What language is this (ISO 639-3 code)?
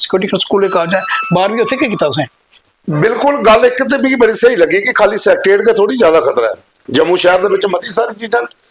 doi